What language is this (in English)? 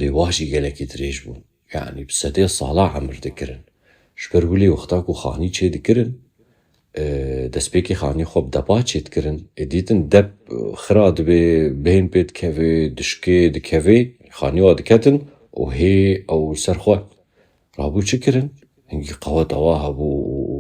Kurdish